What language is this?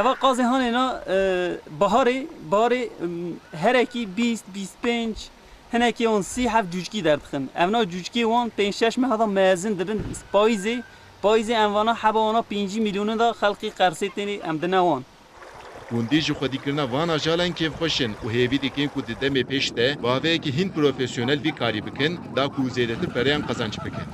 Kurdish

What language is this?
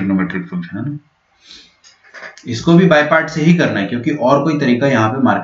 Hindi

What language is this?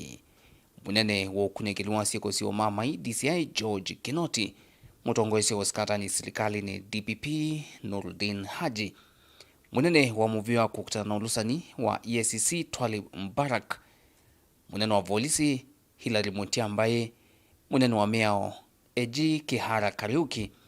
Kamba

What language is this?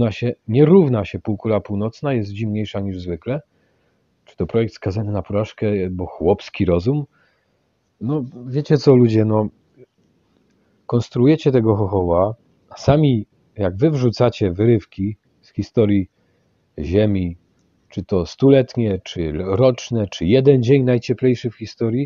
Polish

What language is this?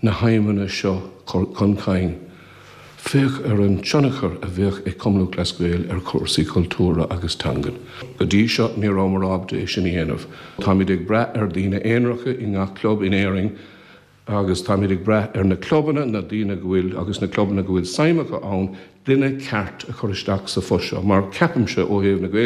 Irish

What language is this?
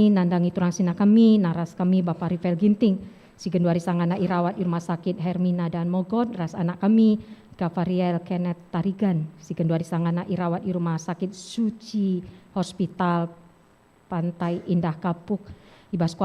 Batak Karo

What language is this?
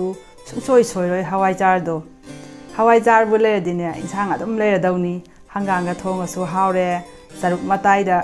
Manipuri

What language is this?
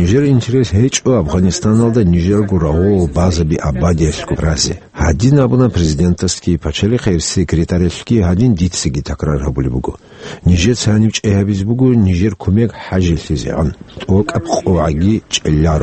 Avaric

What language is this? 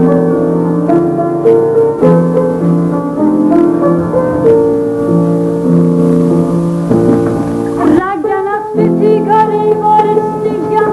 Swedish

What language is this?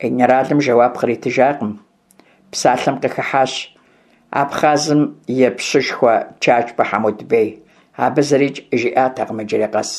Kabardian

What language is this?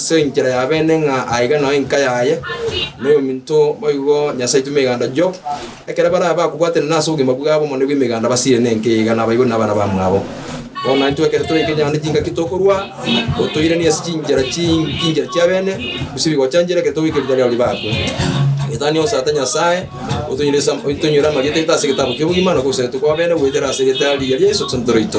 Gusii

